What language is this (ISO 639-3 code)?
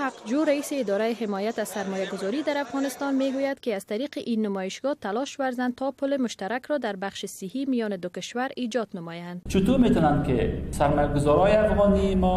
fas